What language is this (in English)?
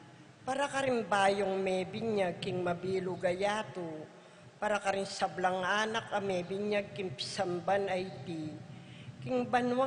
Pampanga